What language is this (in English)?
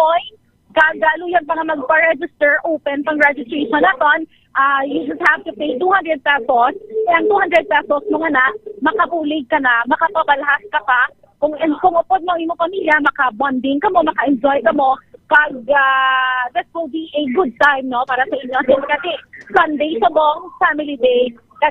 Hiligaynon